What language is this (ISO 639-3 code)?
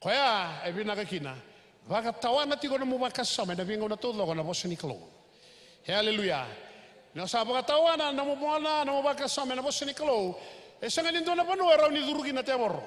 fij